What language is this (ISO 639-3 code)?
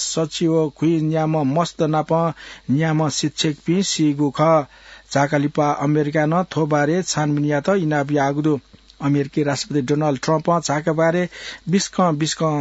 new